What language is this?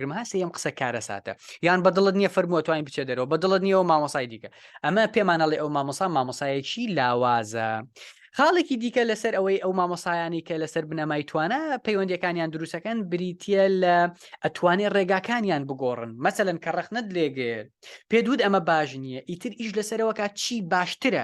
Central Kurdish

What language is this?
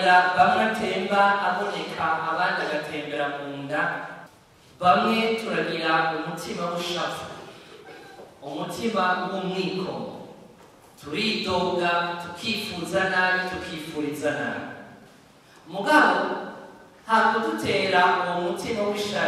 Kinyarwanda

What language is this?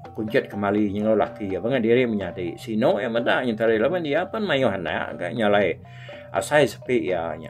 Iban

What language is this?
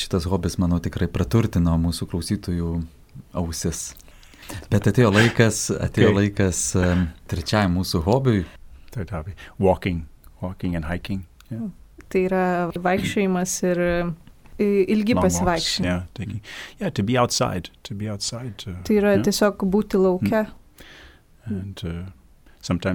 Lithuanian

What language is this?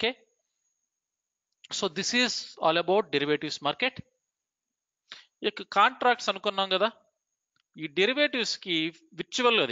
Telugu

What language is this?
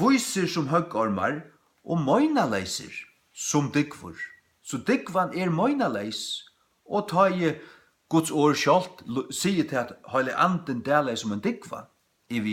Faroese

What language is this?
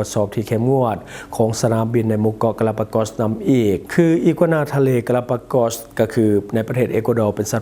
Lao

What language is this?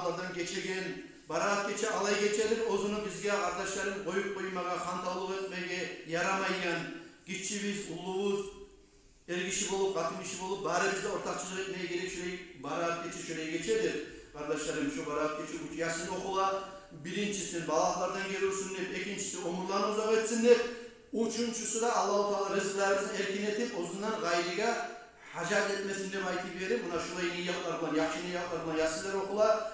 Kumyk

